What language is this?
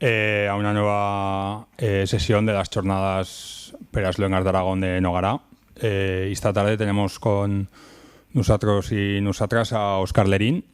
Aragonese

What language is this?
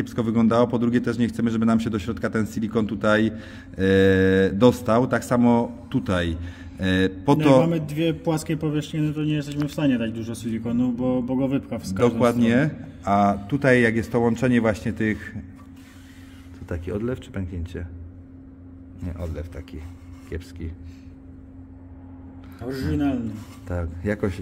Polish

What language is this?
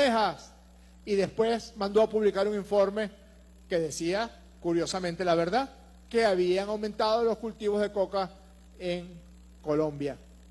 Spanish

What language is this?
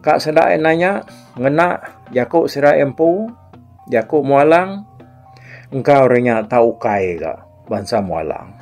Iban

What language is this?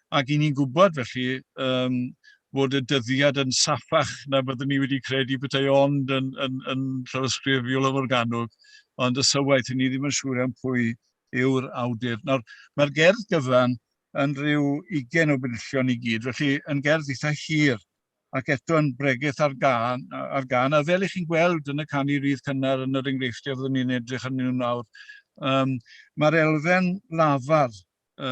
Welsh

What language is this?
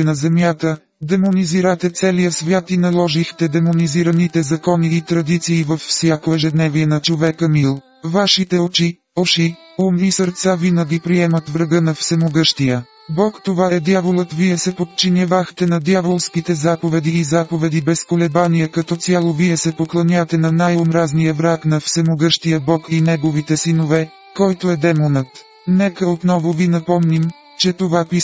Bulgarian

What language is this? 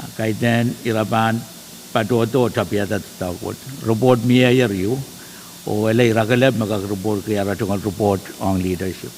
Pohnpeian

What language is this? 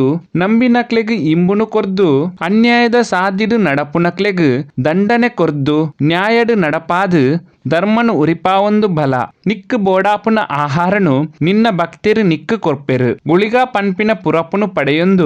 Tulu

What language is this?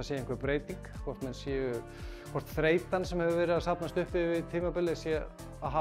Icelandic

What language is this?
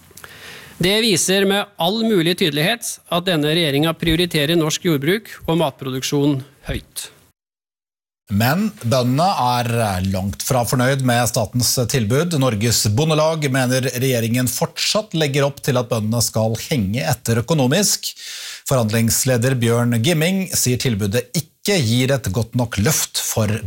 Norwegian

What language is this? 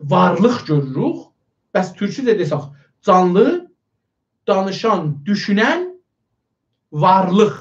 South Azerbaijani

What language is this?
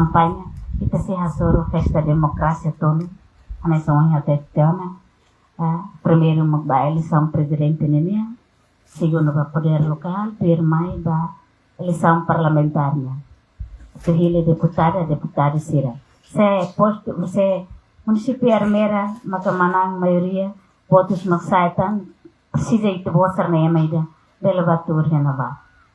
Tetum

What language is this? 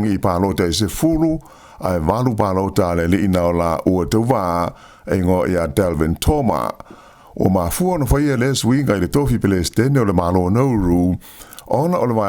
Samoan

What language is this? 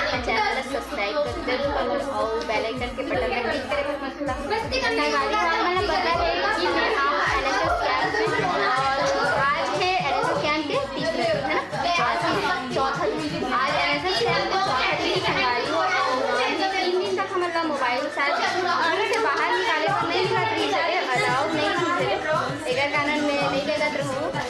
Chhattisgarhi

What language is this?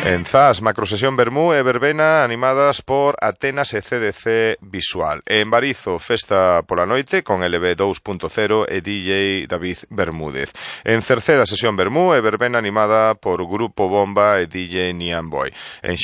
Galician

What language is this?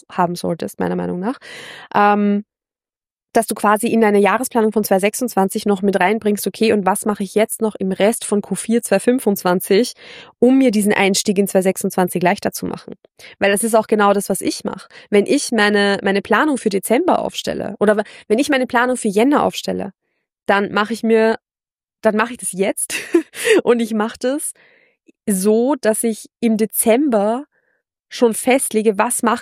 German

